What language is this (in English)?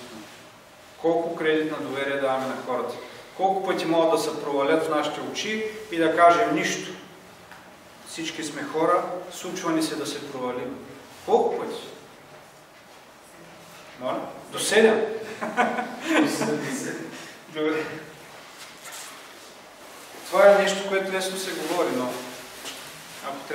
Bulgarian